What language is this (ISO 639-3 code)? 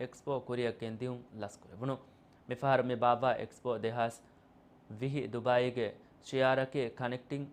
div